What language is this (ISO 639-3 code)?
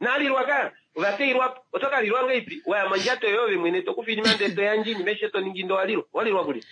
kua